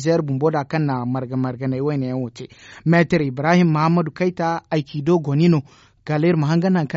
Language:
Zarma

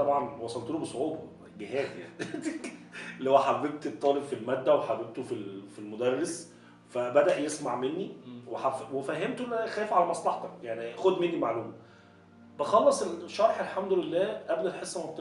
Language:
Egyptian Arabic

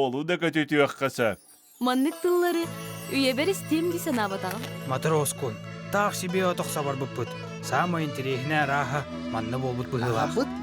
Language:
Yakut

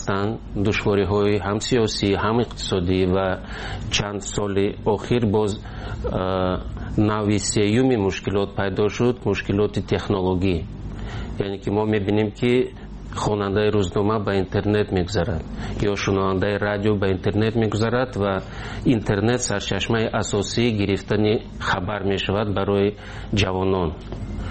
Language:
Tajik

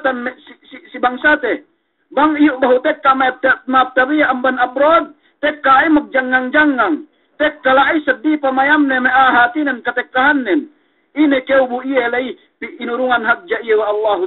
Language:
Yakan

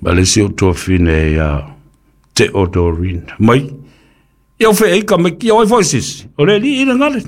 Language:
Samoan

